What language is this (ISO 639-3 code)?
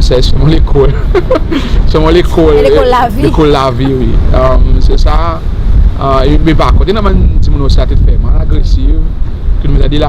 crs